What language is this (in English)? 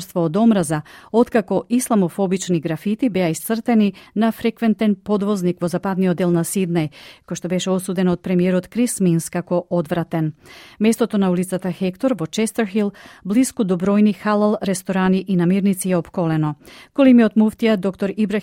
Macedonian